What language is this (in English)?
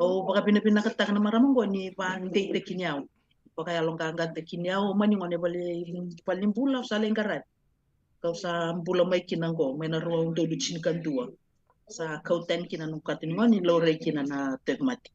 Fijian